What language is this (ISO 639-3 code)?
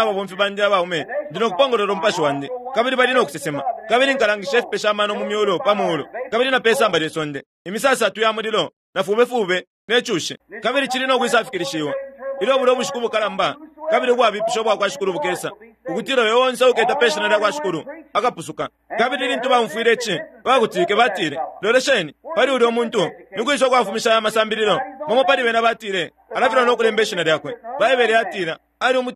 bem